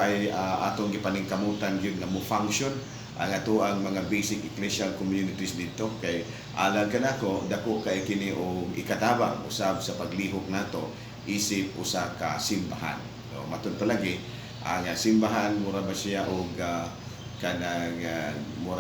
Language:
Cebuano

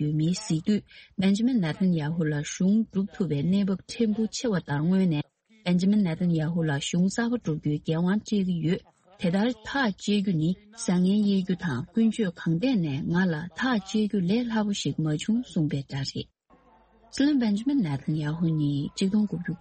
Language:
Tibetan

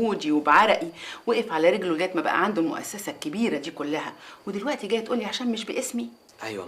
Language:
Egyptian Arabic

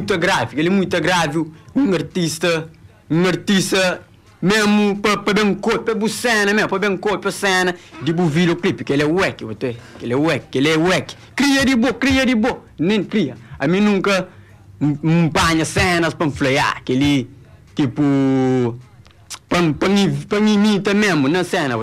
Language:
Kabuverdianu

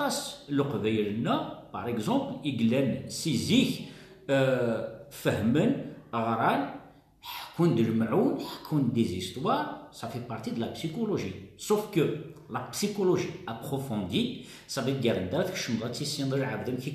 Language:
Kabyle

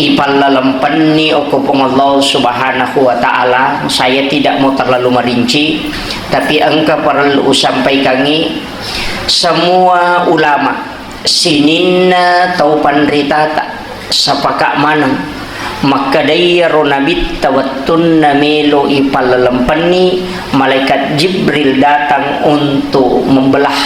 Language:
Buginese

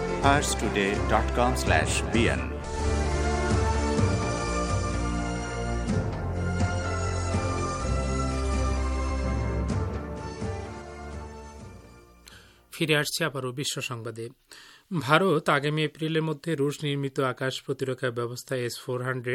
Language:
Bangla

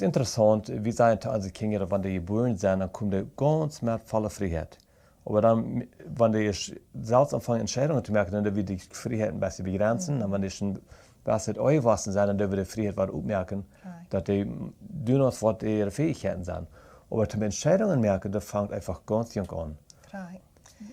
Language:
Plautdietsch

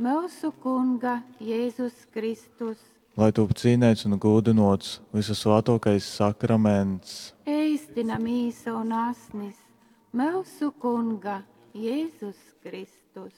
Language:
Latgalian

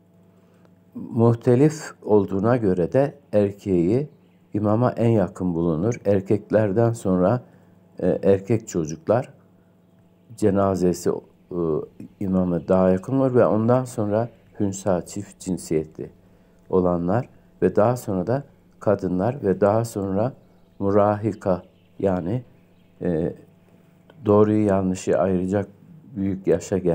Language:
Turkish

